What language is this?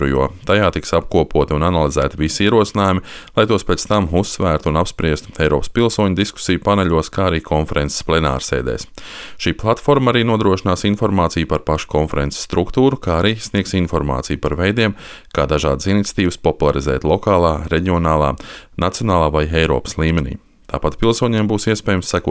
Latvian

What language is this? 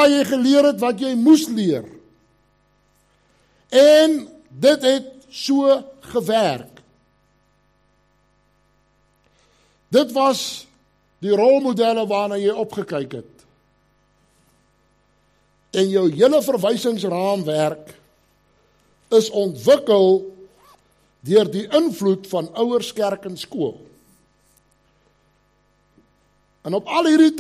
Afrikaans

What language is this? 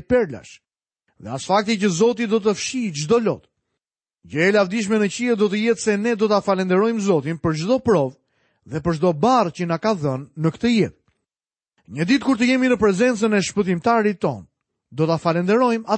Albanian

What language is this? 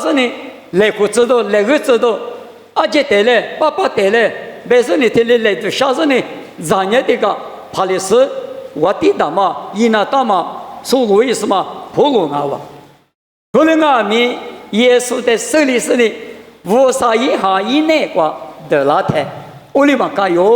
Lisu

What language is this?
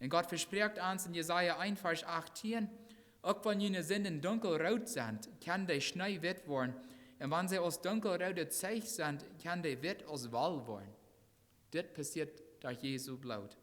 Plautdietsch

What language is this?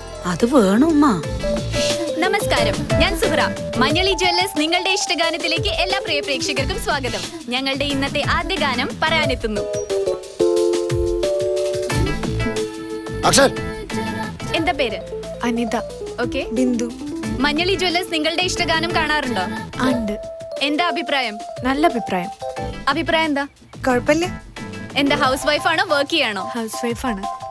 Malayalam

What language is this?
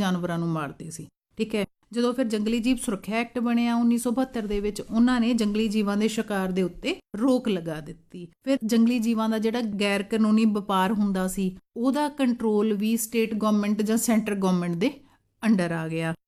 Punjabi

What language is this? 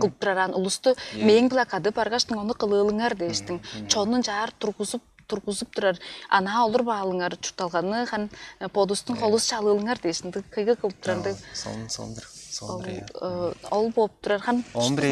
Tuvinian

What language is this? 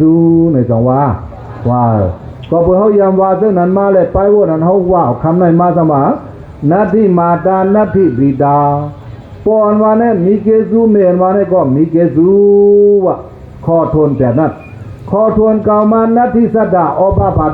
Shan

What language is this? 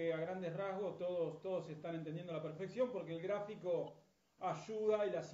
Spanish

